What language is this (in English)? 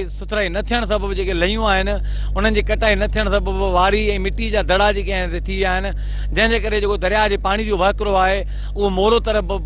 Sindhi